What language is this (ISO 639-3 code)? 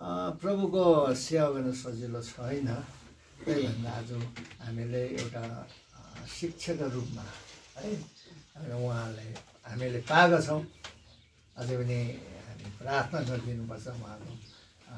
nep